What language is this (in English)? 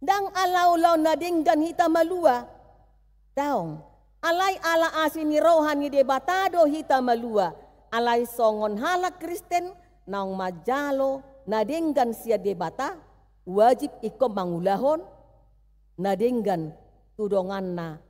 Batak Toba